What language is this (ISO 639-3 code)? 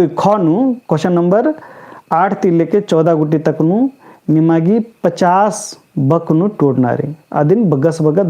kru